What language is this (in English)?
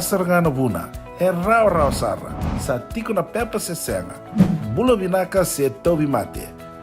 Fijian